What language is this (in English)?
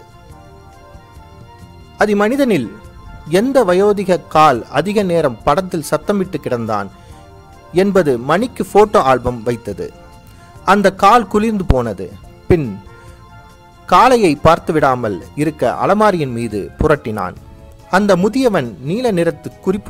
Tamil